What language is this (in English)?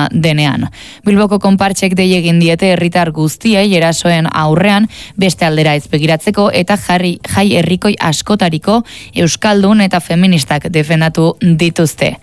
Basque